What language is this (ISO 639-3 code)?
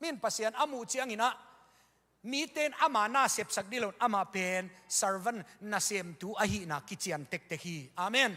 ctd